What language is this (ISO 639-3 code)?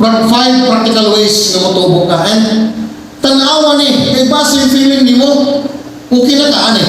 ceb